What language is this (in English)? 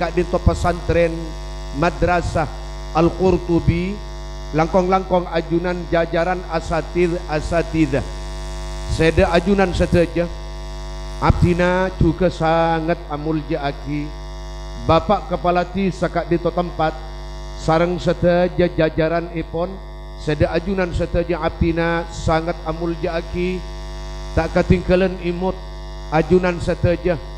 Madurese